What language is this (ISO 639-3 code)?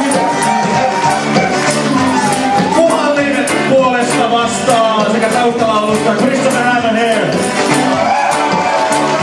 fin